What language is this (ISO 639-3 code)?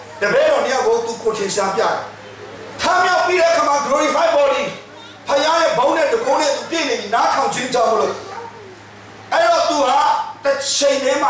mya